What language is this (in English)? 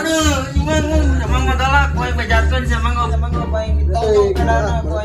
Sundanese